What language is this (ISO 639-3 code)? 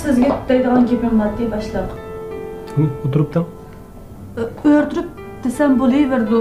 uig